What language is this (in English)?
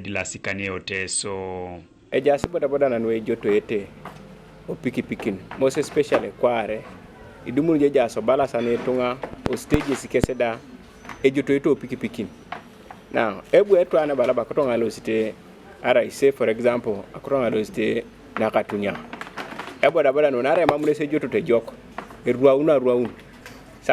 Teso